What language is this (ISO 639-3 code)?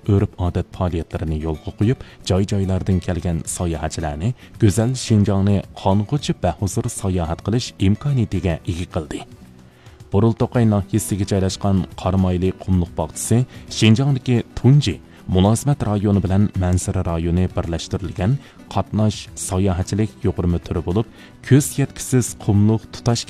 uig